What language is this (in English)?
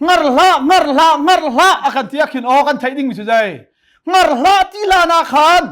Hakha Chin